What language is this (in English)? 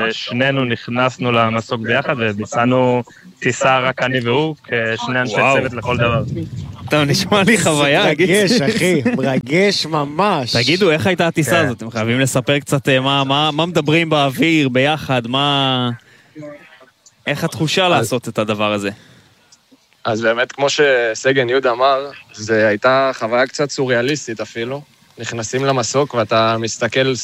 Hebrew